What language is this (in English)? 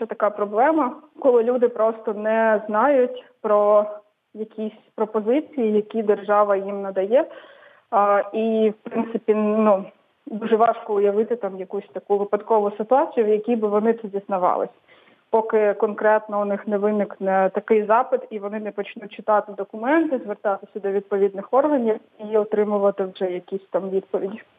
Ukrainian